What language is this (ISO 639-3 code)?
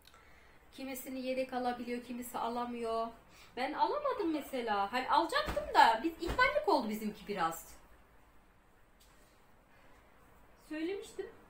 tur